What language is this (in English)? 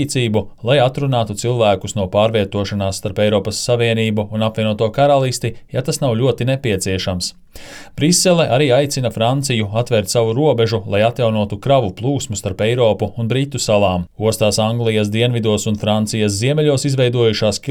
Latvian